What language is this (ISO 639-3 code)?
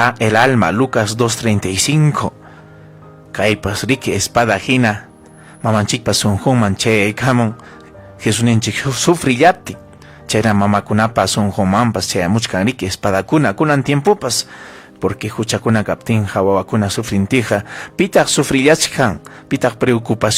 quy